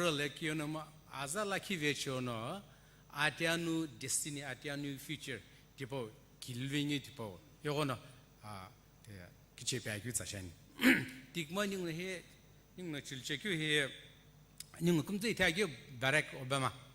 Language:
Sumi Naga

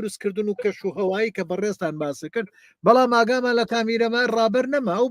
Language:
Central Kurdish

